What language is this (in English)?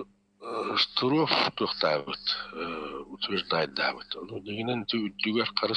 Yakut